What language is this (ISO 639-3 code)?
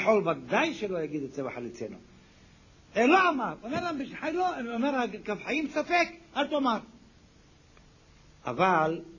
heb